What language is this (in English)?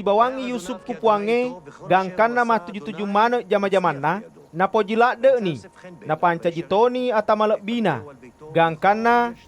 Buginese